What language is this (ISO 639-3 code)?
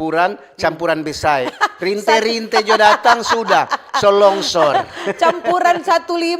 xmm